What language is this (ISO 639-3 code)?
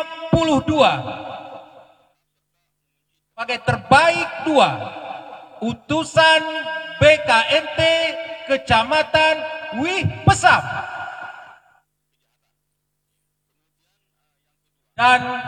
ind